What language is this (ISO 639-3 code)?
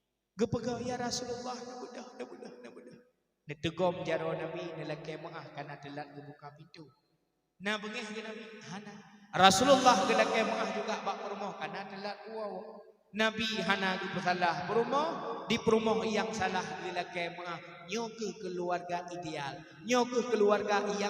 ace